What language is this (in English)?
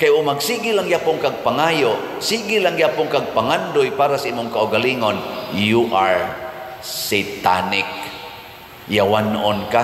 Cebuano